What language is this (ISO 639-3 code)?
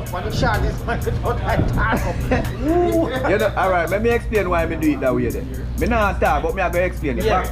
jam